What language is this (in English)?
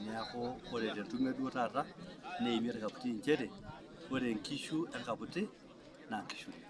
Masai